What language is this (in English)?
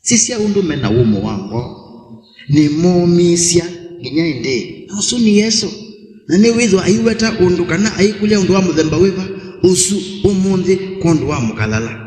Kamba